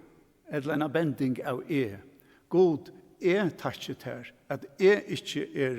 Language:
Faroese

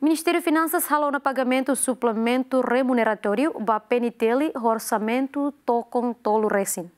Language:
Tetum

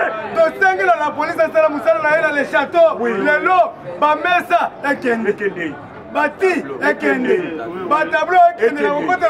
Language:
Lingala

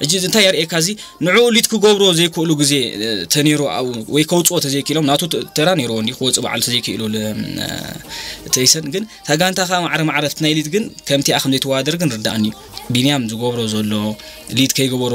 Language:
Tigrinya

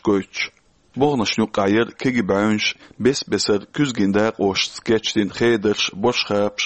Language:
Chechen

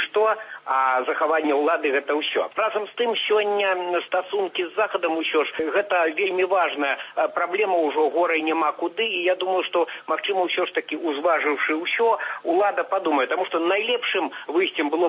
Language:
Belarusian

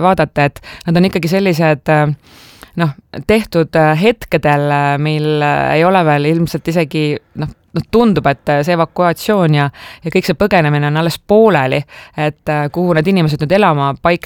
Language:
Estonian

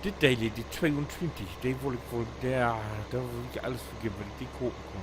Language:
Low German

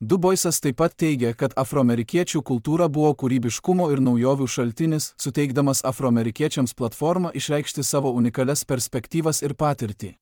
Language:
Lithuanian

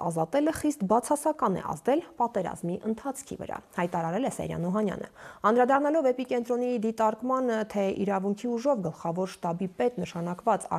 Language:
Armenian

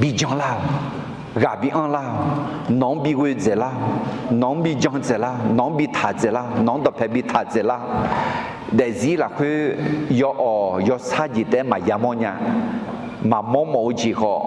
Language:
Akha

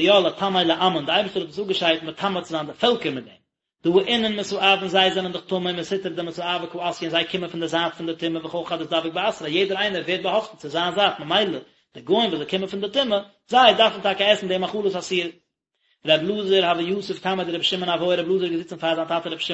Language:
Yiddish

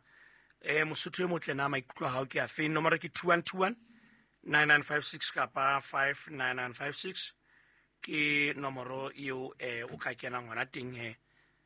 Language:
Southern Sotho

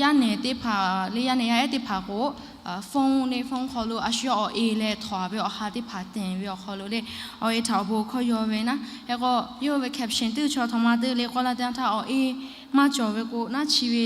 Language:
Lahu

